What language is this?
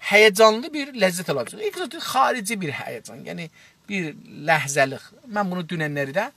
South Azerbaijani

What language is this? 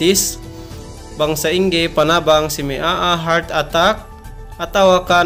Yakan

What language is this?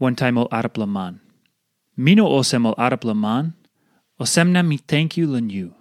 Tok Pisin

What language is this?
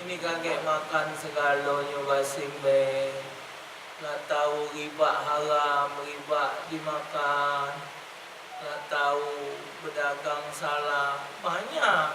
Musi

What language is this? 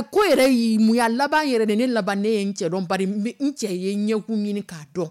Dyula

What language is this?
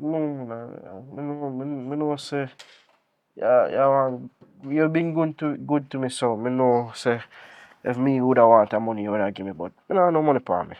Jamaican Creole English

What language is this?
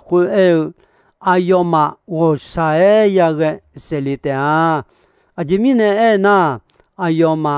Akha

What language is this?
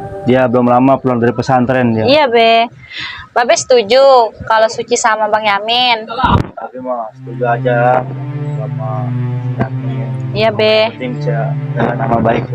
Betawi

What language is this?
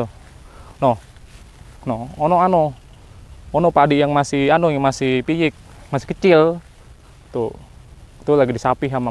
Betawi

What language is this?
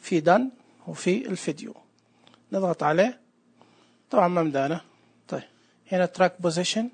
Najdi Arabic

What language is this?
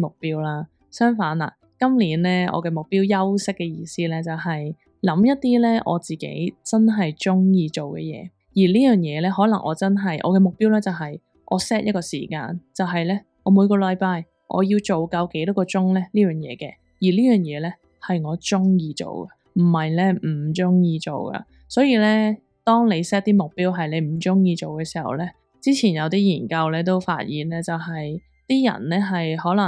Cantonese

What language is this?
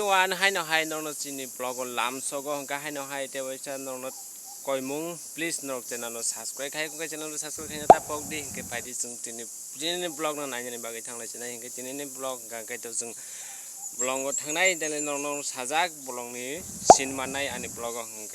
Kok Borok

